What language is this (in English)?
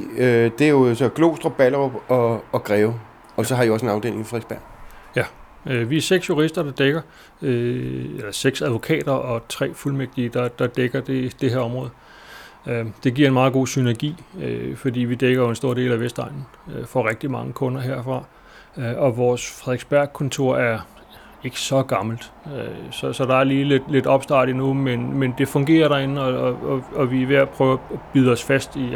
Danish